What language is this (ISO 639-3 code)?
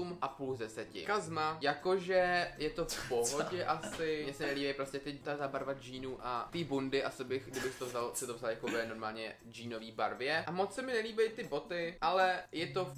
ces